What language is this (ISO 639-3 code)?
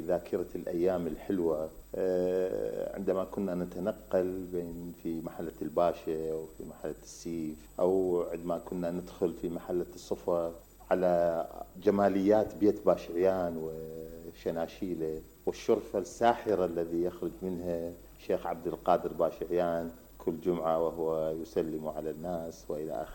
acm